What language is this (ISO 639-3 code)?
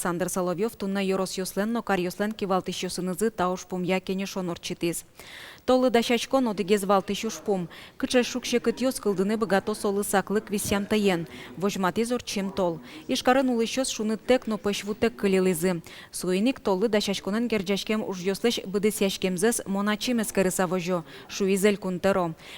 udm